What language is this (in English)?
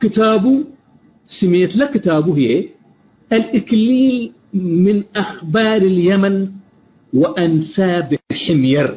Tigre